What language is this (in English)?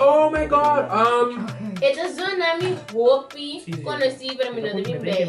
Papiamento